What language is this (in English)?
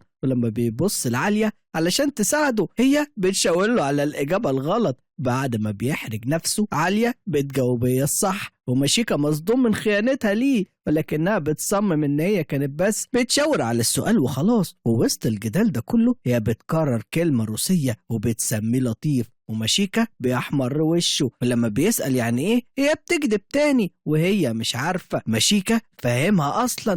Egyptian Arabic